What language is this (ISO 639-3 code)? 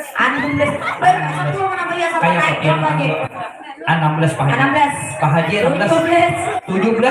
bjn